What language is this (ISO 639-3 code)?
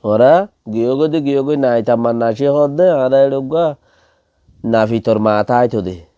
rhg